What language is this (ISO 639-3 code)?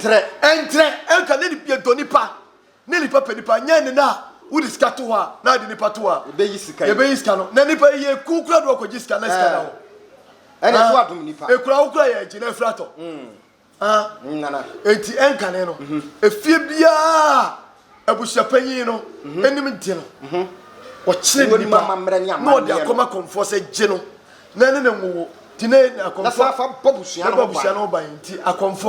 aka